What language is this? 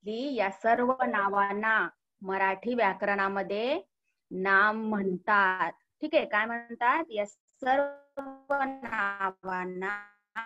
Marathi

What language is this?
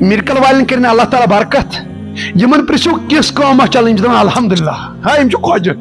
Kashmiri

